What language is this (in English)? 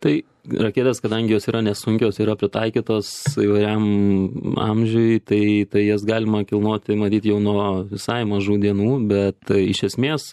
Lithuanian